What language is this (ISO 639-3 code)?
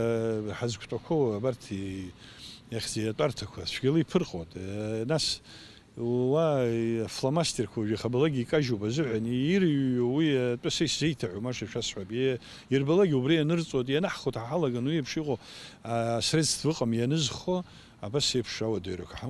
abk